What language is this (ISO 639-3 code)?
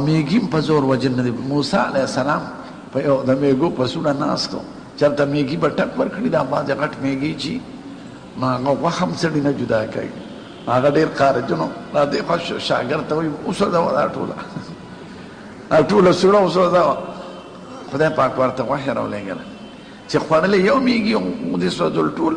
pus